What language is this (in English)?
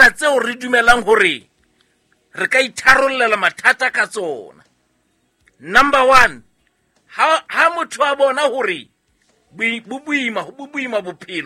Southern Sotho